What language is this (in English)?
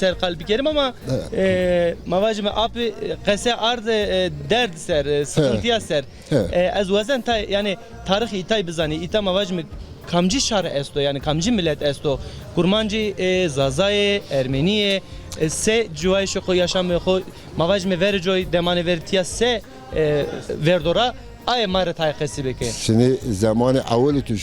Zaza